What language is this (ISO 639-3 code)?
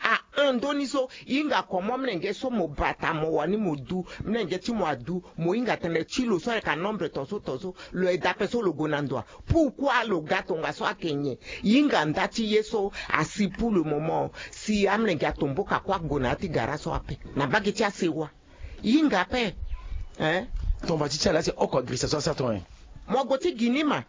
sag